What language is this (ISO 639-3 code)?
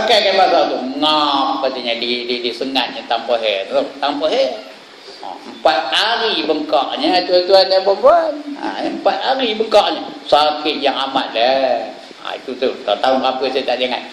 msa